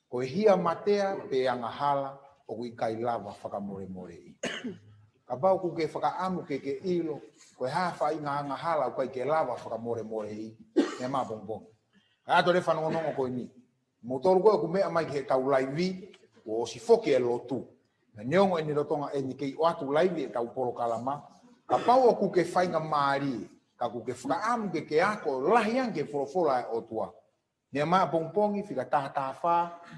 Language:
Tongan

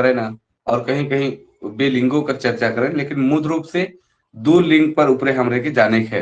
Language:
Sadri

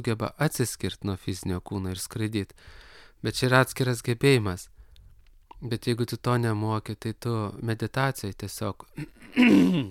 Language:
Lithuanian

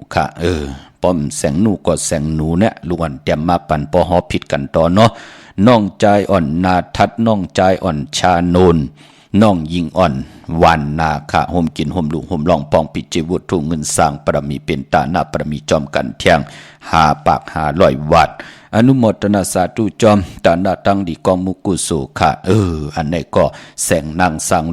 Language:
Shan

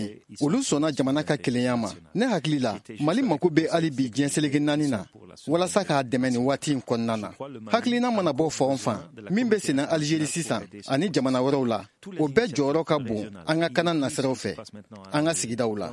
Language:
Bambara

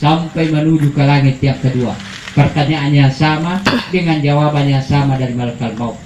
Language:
Buginese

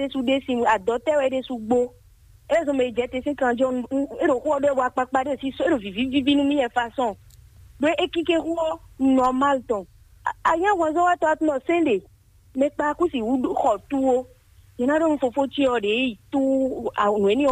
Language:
Fon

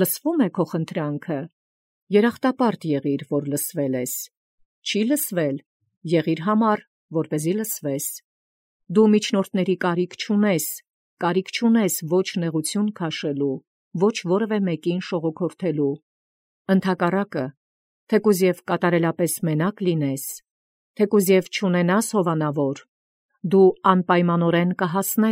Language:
Armenian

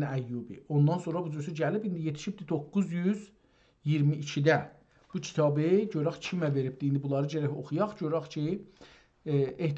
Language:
South Azerbaijani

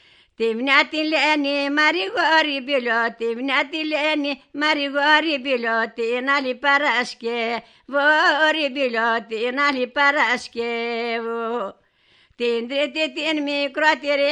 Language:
Greek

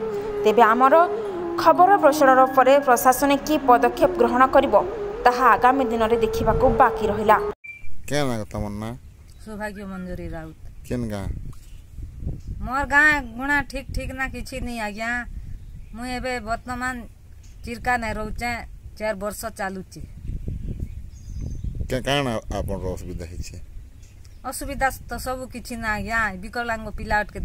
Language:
Odia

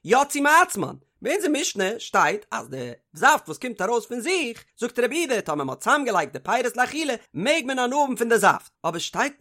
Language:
Yiddish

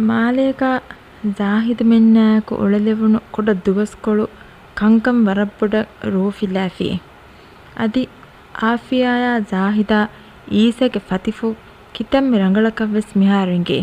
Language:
Divehi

